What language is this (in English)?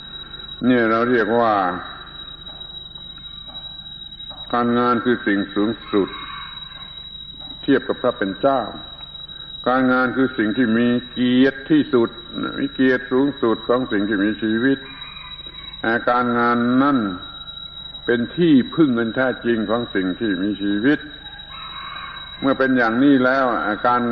Thai